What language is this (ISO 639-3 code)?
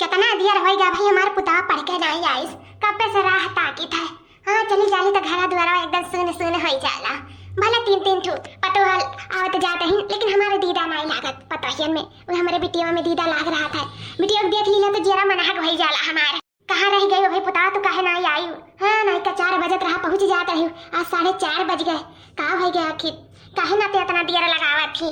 awa